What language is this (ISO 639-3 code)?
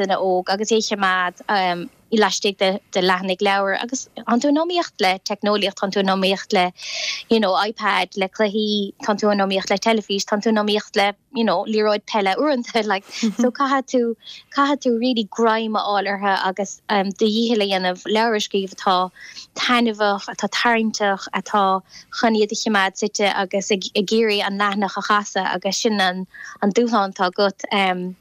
gle